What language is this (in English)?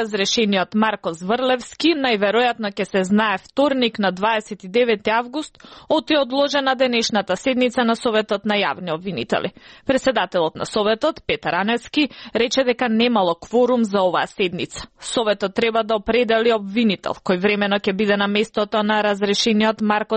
Macedonian